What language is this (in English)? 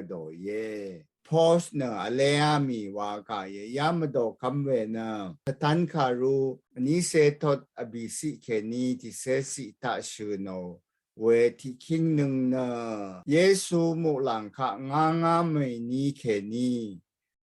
Rawang